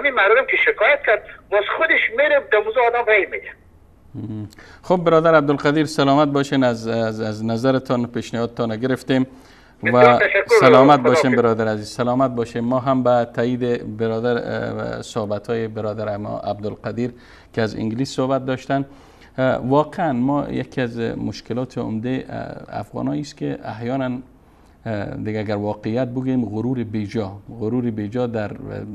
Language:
Persian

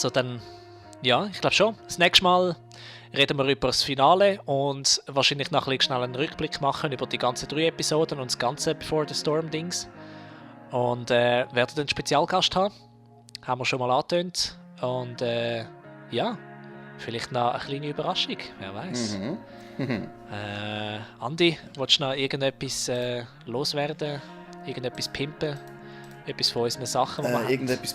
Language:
Swiss German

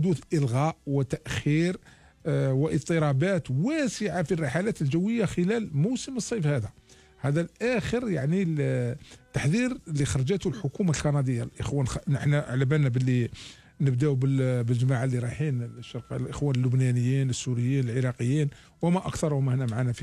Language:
Algerian Arabic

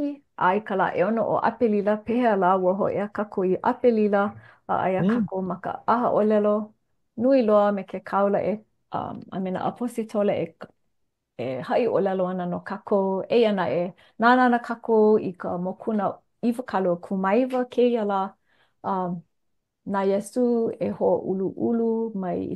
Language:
Hawaiian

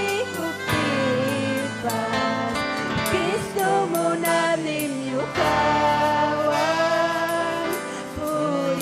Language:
Ayacucho Quechua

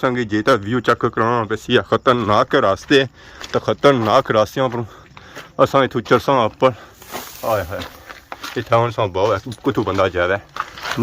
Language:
Pahari-Potwari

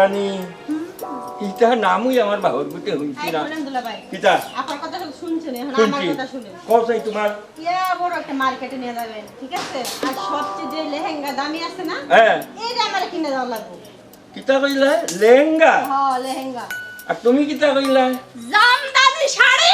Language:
Sylheti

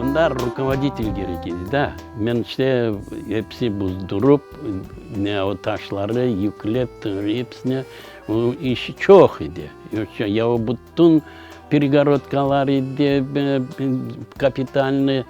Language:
Crimean Tatar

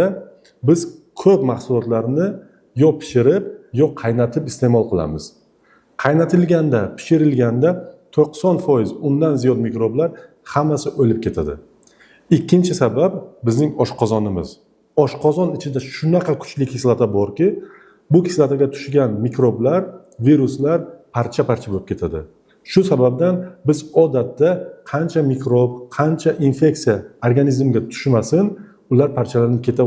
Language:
Uzbek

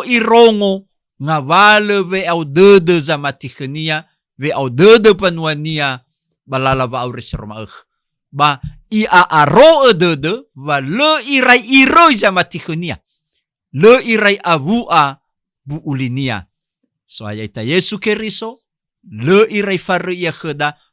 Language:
Nias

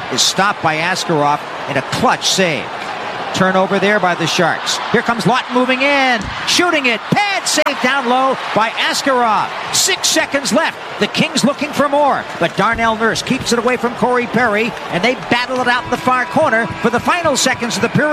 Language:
English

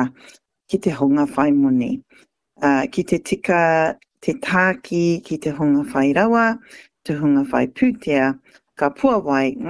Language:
Māori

